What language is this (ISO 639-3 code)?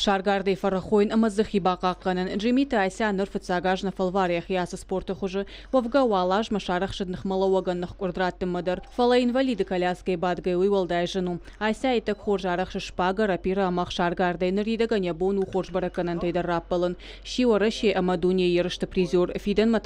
oss